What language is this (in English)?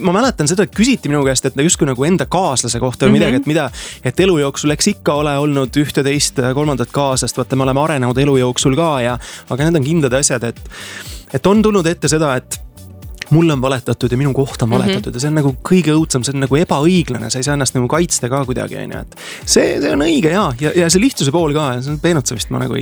Estonian